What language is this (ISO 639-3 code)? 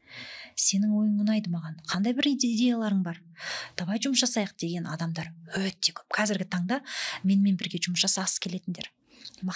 kaz